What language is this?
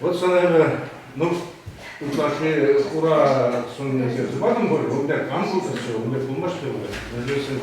Chuvash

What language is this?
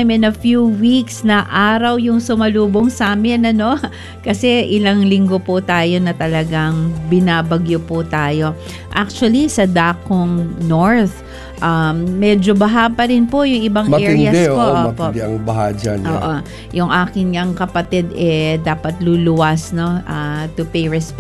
Filipino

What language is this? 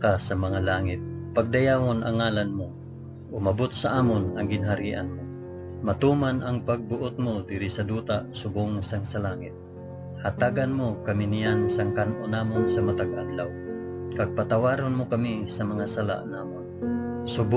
Hiligaynon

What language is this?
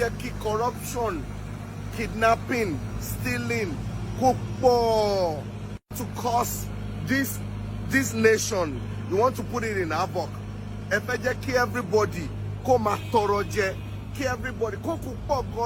Yoruba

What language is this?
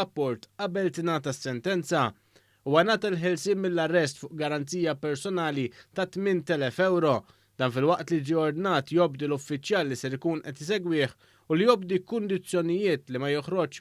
Maltese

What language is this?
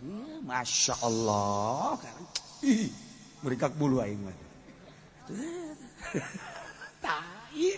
Sundanese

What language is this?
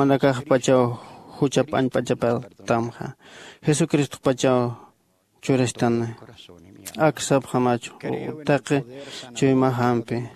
Aymara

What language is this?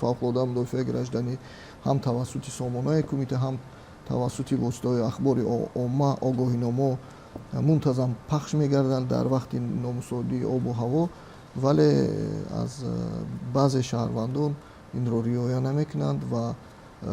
Tajik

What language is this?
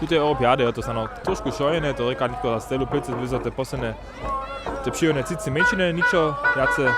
Upper Sorbian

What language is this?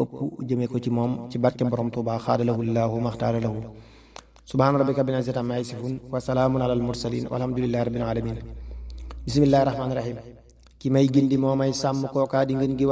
Wolof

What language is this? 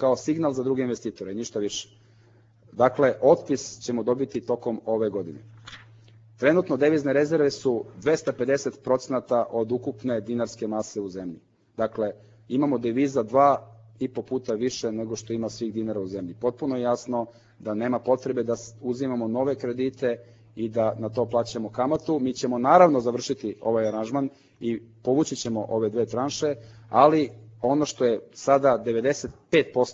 Serbian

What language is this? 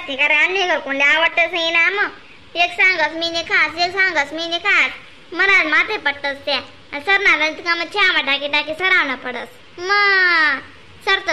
Khandesi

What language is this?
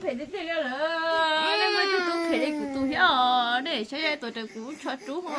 Hmong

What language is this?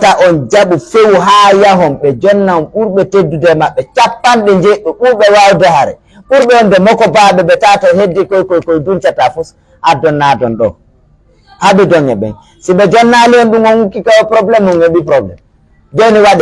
Pular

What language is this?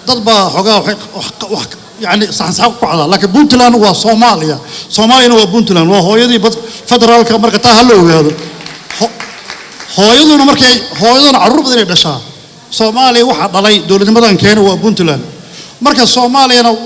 Somali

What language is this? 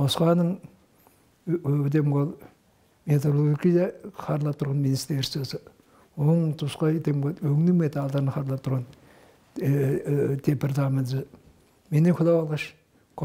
Tuvinian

